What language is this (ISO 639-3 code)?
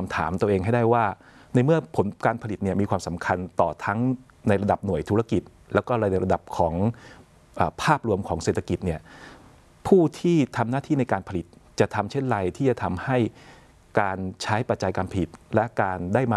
tha